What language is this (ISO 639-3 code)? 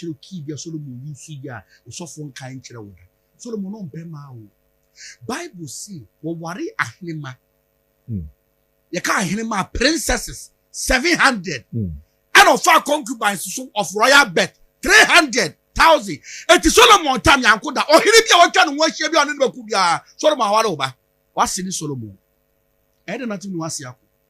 aka